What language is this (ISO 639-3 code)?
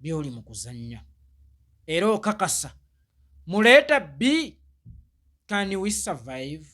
lug